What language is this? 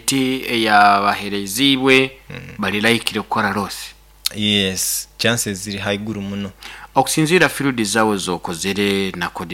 Nyoro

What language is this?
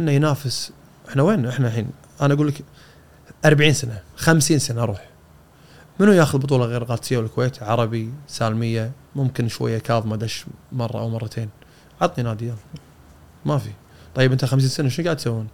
Gulf Arabic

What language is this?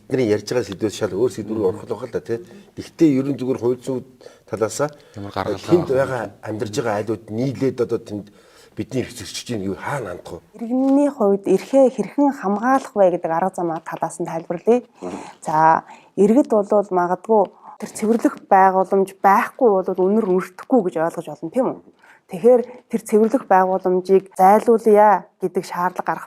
Mongolian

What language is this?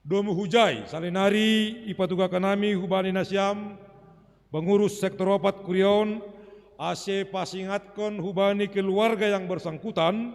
Batak Simalungun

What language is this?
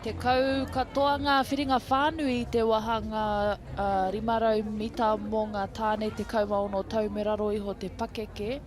Māori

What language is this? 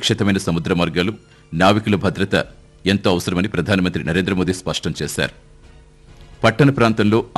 Telugu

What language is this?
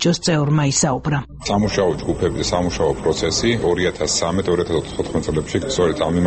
Georgian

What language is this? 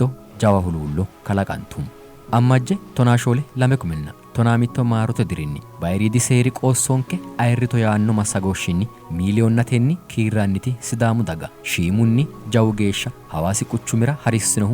Sidamo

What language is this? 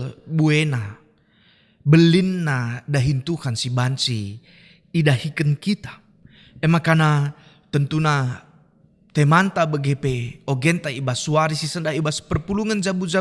Batak Karo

